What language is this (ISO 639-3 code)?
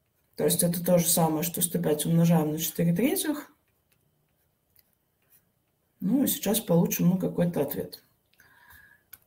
rus